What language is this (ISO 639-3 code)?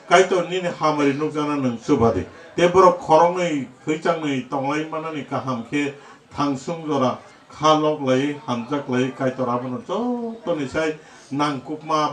trp